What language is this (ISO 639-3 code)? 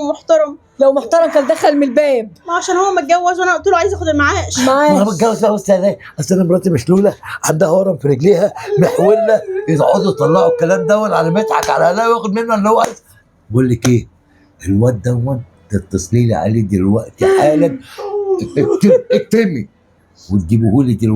arz